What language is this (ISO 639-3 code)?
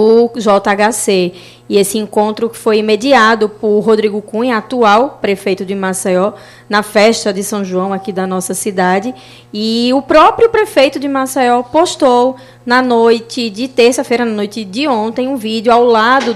por